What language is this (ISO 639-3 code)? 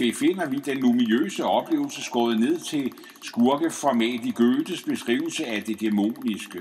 dan